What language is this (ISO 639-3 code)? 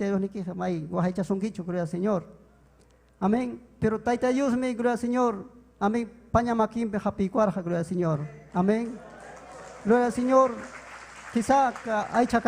quy